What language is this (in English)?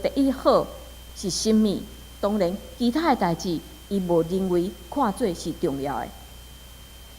Min Nan Chinese